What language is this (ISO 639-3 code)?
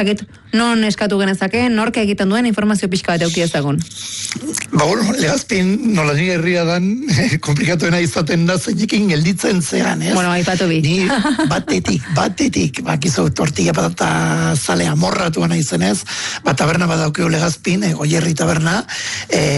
eus